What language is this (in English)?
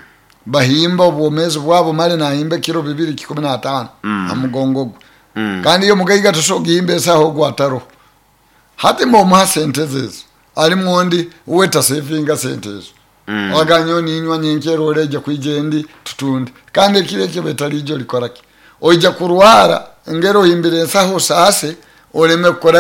Nyoro